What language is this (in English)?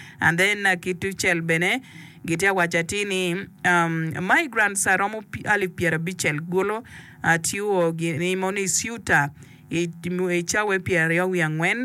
Acoli